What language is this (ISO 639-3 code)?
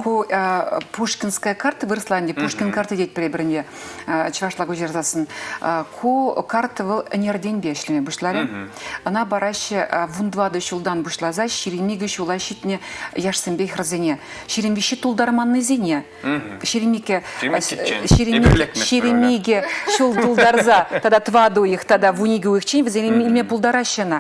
chv